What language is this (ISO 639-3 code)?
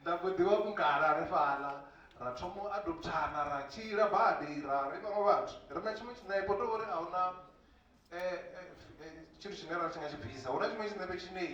ven